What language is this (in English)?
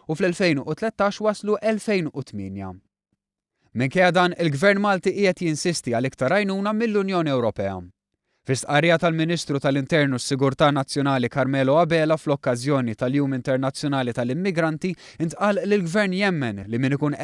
Maltese